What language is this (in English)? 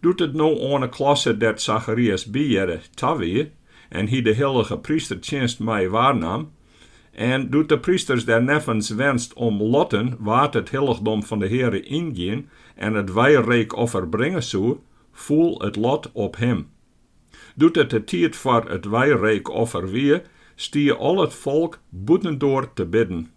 Western Frisian